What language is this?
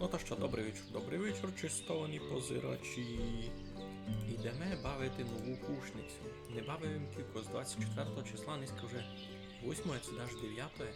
Rusyn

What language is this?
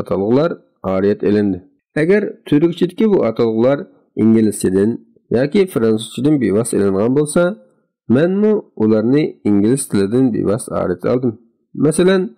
Uyghur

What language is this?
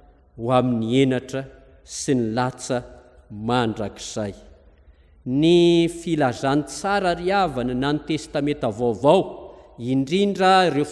Malagasy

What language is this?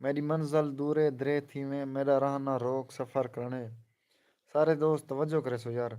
Saraiki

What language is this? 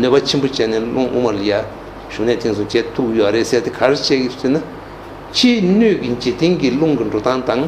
Tibetan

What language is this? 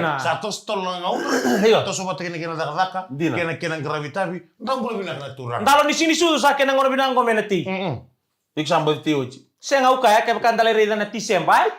Fijian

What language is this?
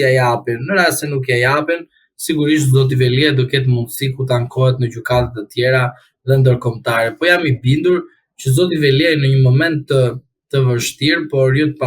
Albanian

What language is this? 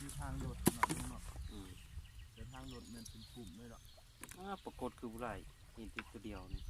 Lao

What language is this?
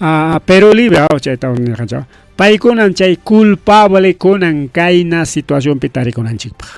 Ayacucho Quechua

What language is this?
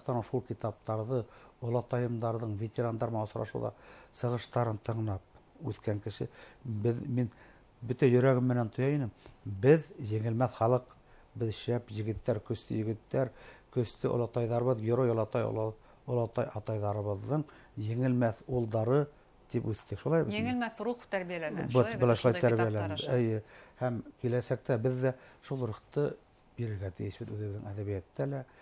Bashkir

